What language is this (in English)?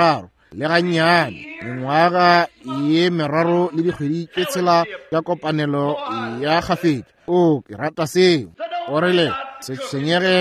Northern Sotho